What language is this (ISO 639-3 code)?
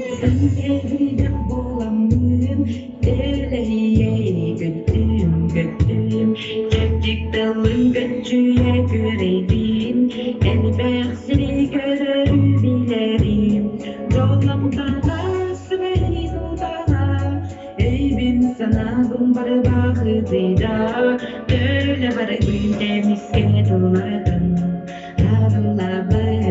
sah